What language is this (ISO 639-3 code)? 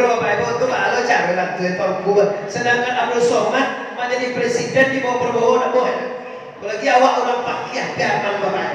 min